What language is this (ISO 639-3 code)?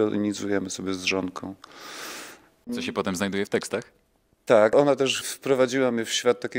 pol